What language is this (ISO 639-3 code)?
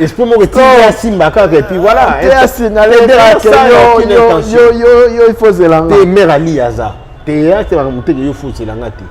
lin